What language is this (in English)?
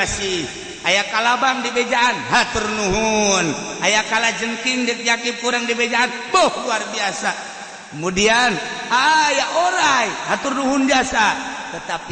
Sundanese